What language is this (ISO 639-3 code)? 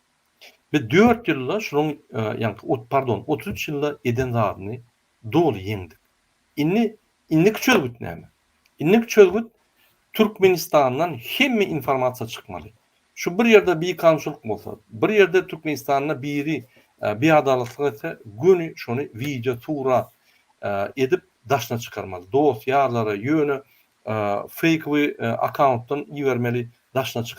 tuk